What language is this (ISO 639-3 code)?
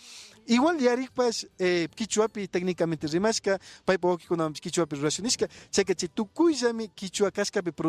qvi